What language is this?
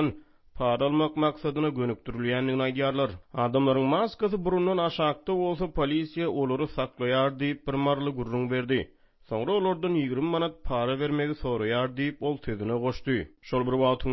Turkmen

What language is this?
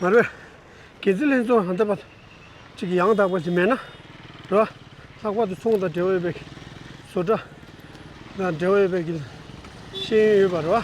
Tibetan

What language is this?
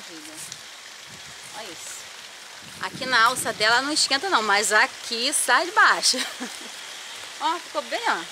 Portuguese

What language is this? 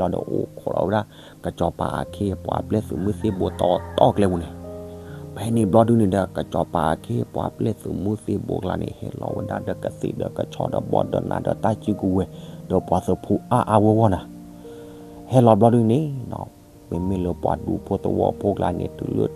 S'gaw Karen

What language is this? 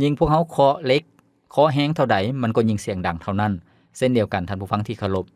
Lao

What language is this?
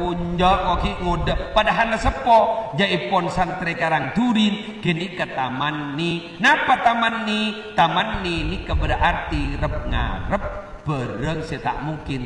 Madurese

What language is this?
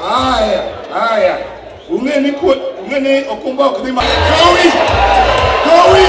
Luo (Kenya and Tanzania)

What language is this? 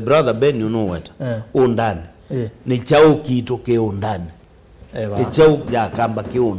Kamba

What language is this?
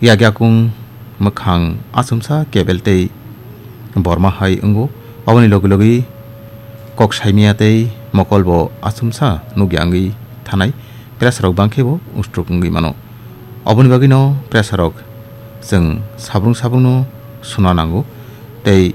Kok Borok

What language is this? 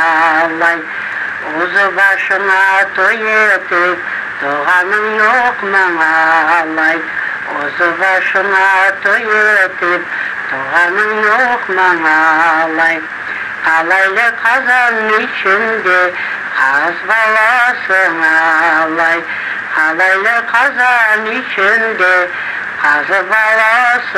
Crimean Tatar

